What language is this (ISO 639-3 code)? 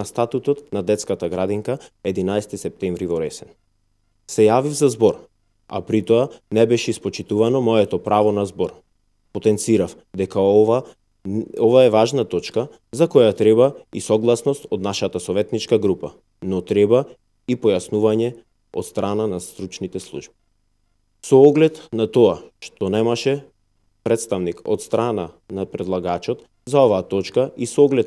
mkd